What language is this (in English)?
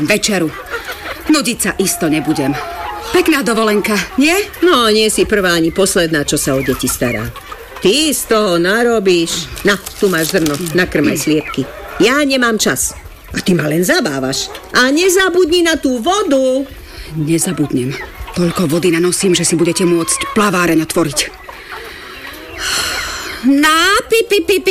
Slovak